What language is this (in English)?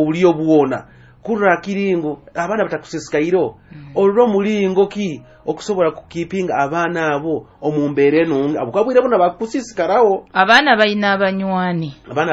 Nyoro